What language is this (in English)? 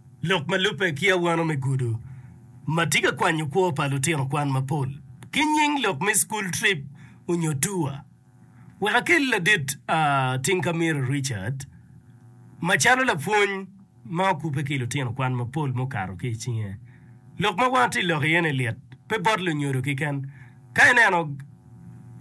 Acoli